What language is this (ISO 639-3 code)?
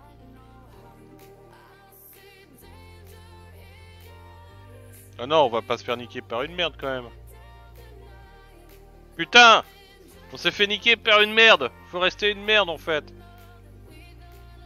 fra